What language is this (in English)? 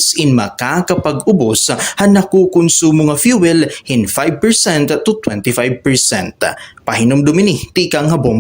Waray